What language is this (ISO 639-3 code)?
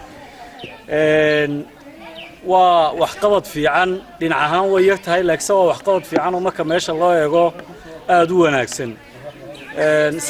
som